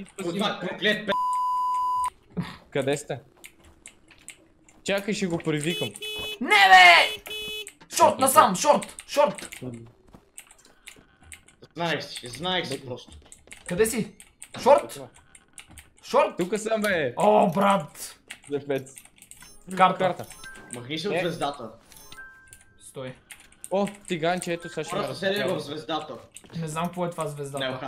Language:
Bulgarian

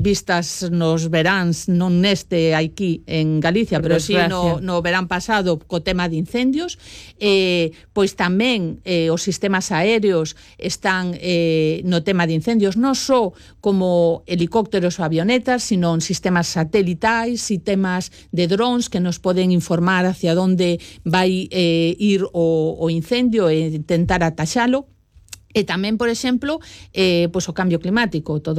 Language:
Galician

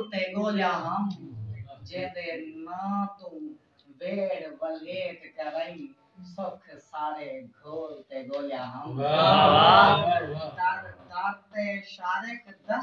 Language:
Saraiki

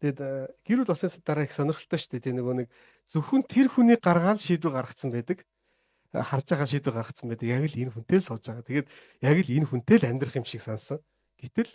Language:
Mongolian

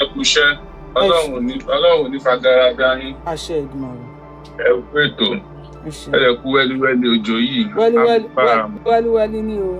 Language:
Yoruba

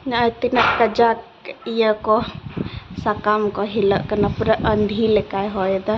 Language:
Santali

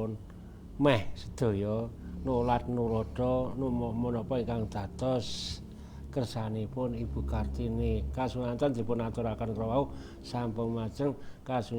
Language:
Javanese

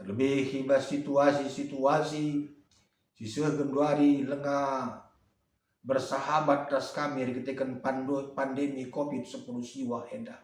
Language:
Batak Karo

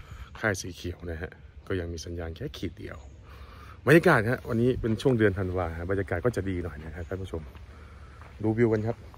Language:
Thai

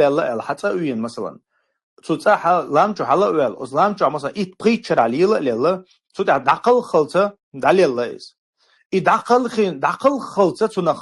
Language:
Chechen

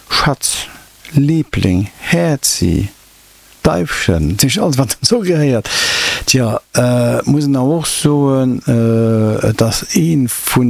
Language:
Luxembourgish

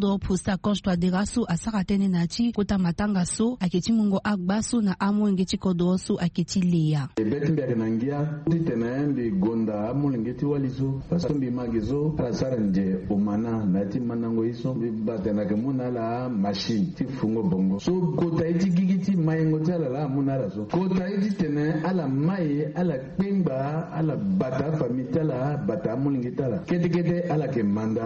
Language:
Sango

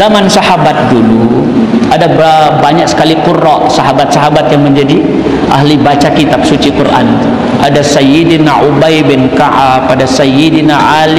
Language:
Sasak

